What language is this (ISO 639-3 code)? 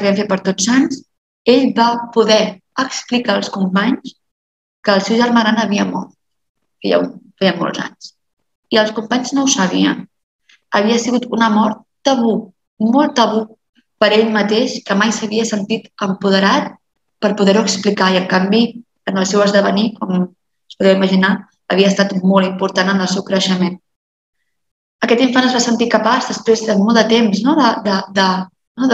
cat